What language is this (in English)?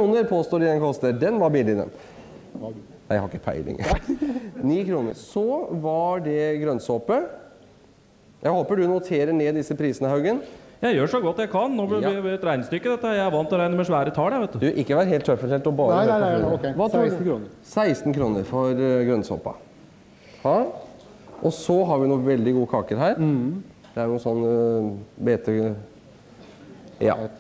Norwegian